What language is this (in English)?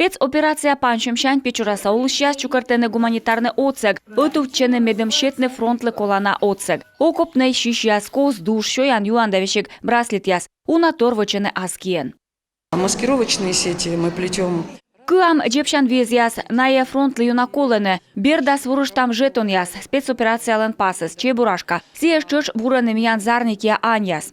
Komi